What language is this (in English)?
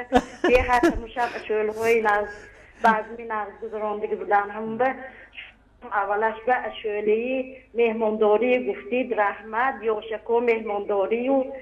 Tajik